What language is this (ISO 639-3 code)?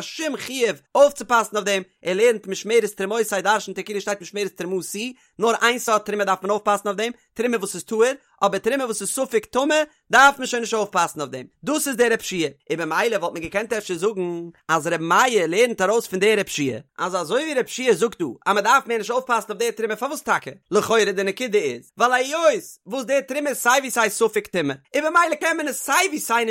yid